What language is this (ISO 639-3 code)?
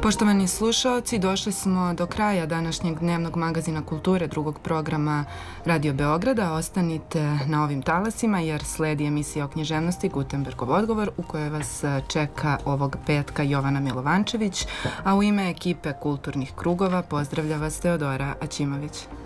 srp